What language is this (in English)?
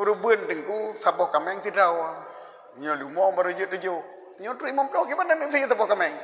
Achinese